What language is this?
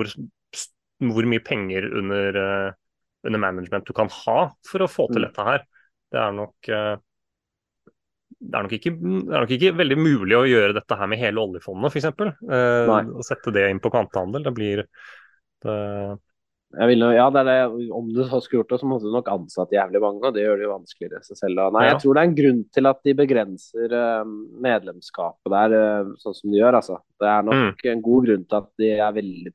Norwegian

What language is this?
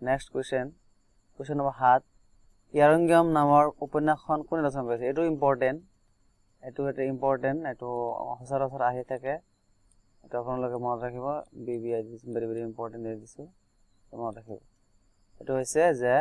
Assamese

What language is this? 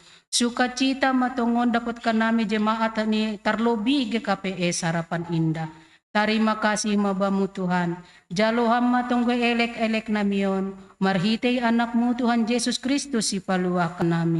Batak Simalungun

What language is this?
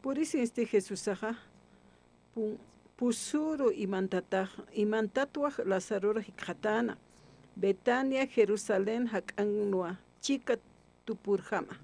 Aymara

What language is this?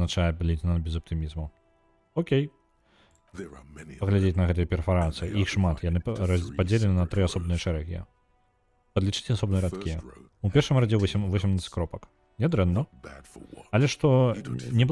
Belarusian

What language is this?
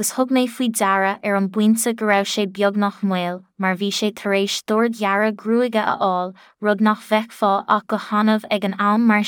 Irish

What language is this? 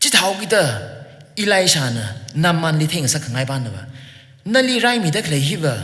Tangkhul Naga (India)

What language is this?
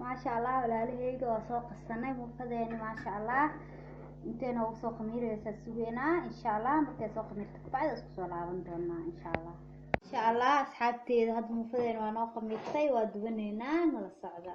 Somali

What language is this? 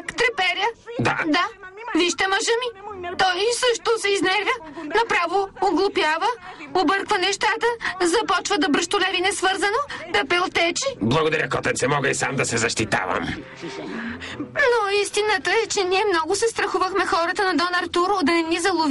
Bulgarian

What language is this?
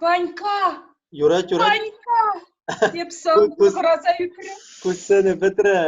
Chuvash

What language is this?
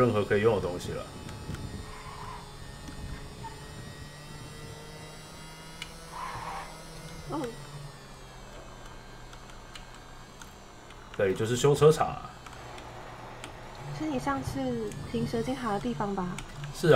Chinese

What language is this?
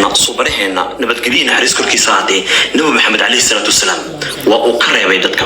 Somali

